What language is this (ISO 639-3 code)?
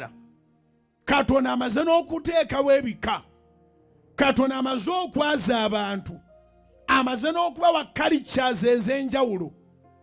lug